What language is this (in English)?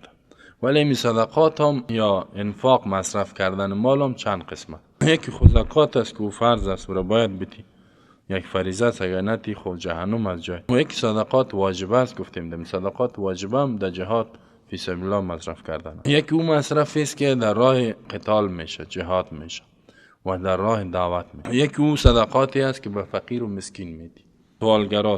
Persian